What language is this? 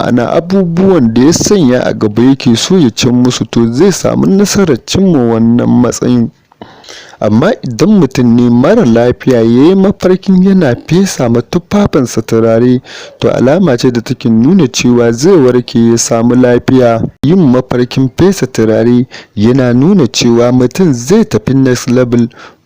Hausa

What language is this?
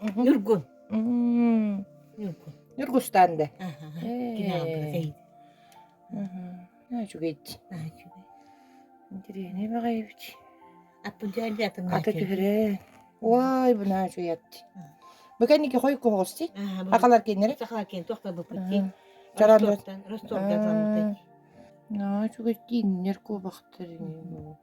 Yakut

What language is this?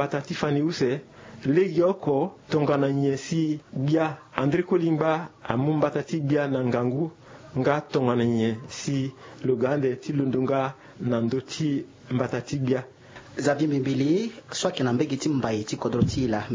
Sango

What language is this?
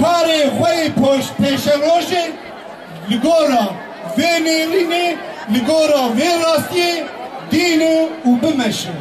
Kurdish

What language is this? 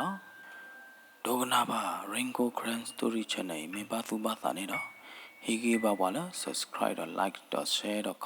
S'gaw Karen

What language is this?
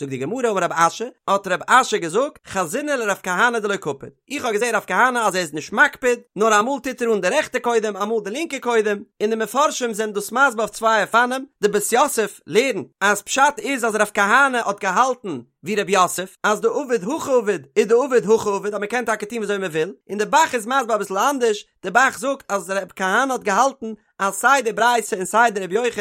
Yiddish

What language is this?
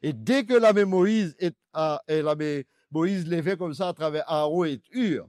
Morisyen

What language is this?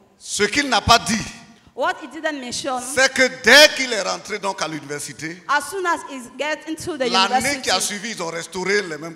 French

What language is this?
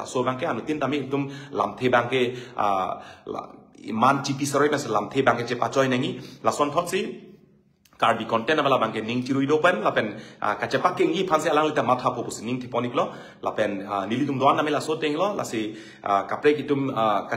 Karbi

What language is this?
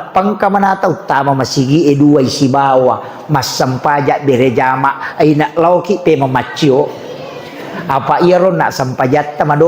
Buginese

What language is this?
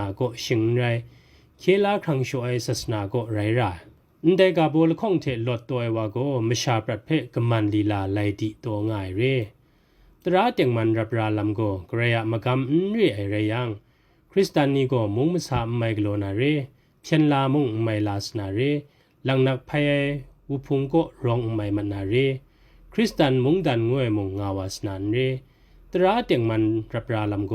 Kachin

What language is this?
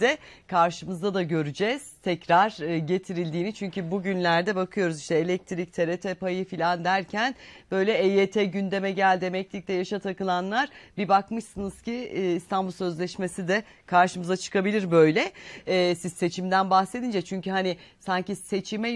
Turkish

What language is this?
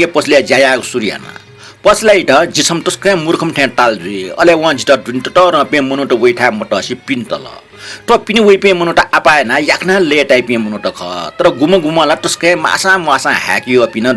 Newari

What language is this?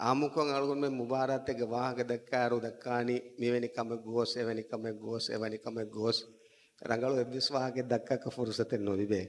Divehi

